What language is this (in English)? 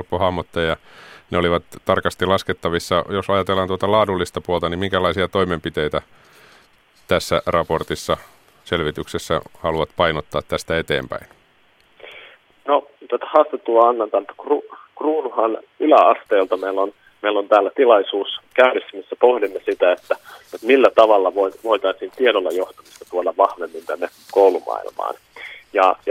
Finnish